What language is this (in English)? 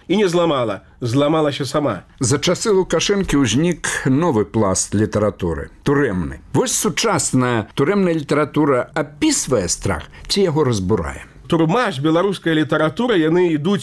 Belarusian